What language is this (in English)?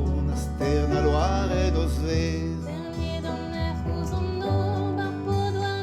Breton